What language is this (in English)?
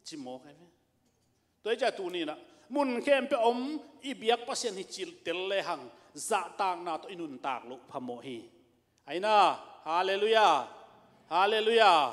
Tedim Chin